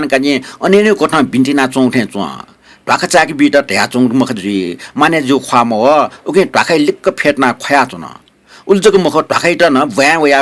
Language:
Newari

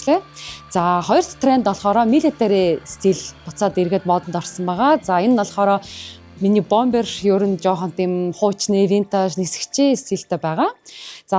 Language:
Mongolian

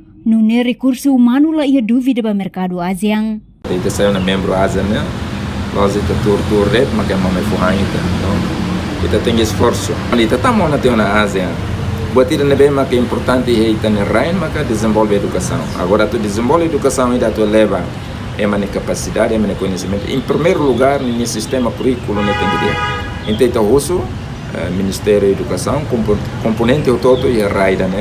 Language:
Tetum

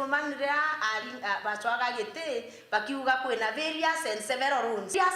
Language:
Meru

